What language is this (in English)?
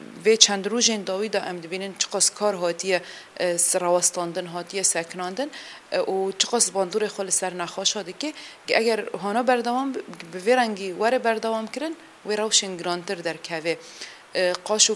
Kurdish